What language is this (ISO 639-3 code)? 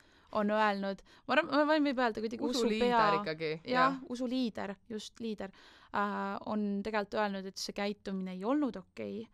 est